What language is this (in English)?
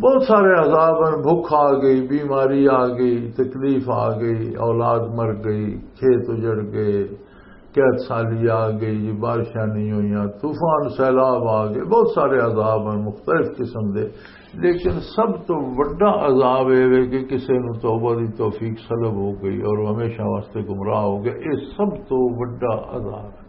Western Panjabi